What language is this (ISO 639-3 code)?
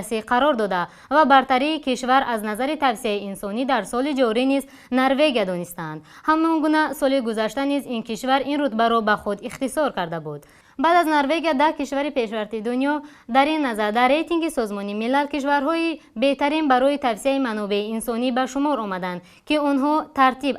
tgk